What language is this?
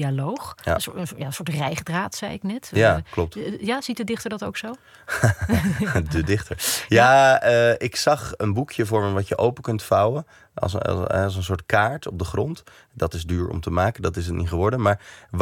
Dutch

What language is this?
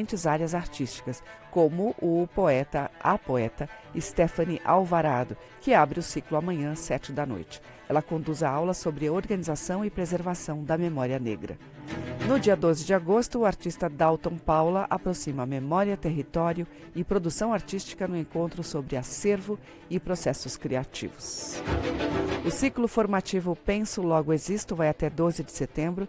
Portuguese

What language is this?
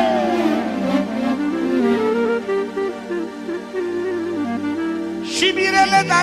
Romanian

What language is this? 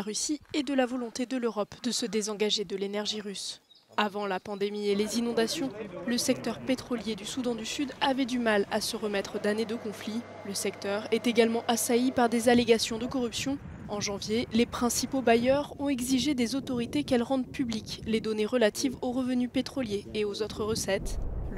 French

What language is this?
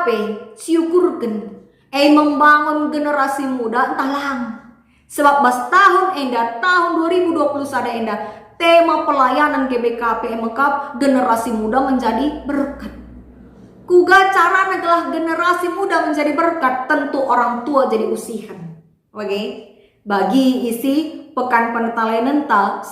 Batak Karo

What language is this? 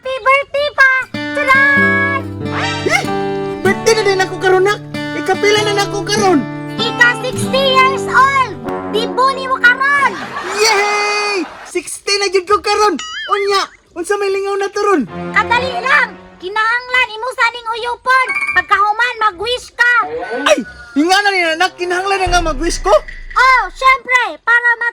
Cebuano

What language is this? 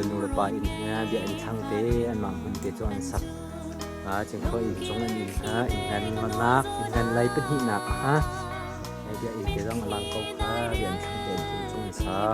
Hakha Chin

